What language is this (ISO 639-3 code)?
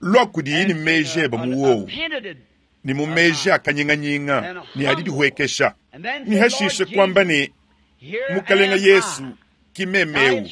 lua